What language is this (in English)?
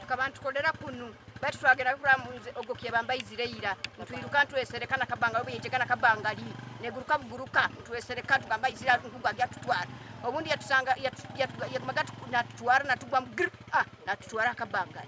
Nyankole